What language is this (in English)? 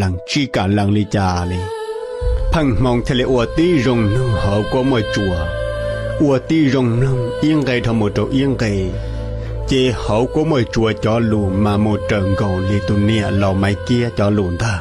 Hmong